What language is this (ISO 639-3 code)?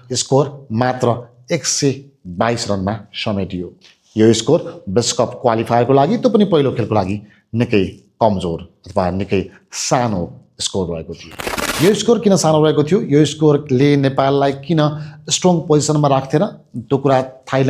nep